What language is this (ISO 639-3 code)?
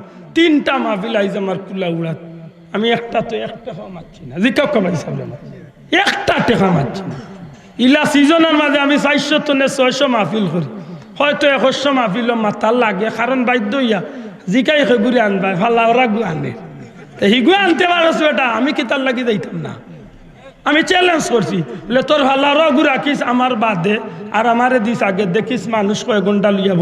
syl